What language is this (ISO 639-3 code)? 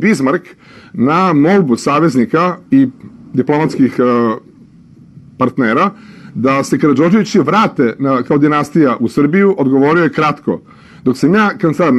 srp